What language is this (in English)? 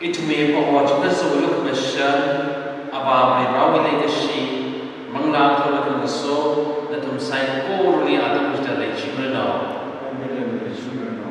Tangkhul Naga (India)